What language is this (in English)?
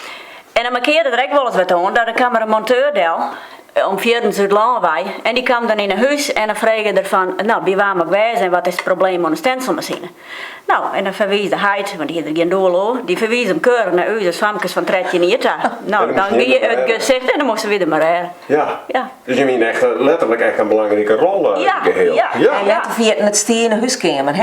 Western Frisian